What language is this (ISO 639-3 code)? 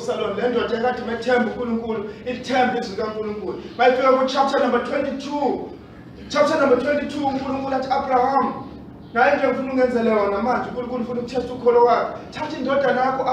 zul